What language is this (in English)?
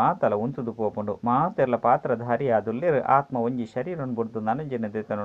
Tulu